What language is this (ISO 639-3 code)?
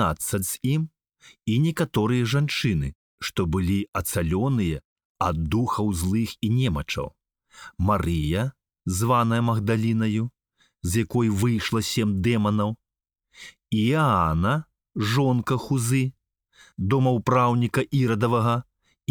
bel